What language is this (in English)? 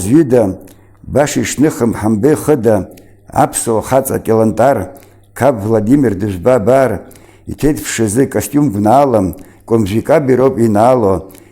Abkhazian